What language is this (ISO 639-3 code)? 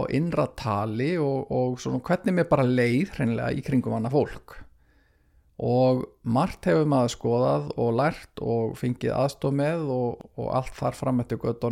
isl